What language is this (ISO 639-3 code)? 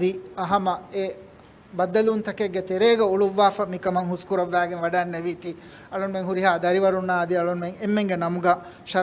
div